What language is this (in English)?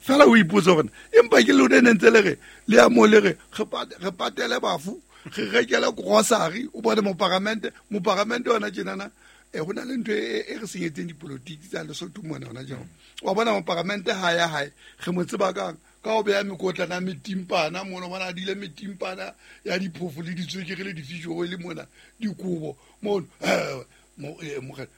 Southern Sotho